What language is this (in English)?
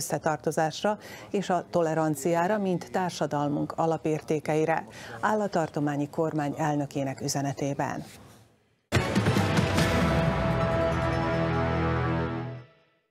Hungarian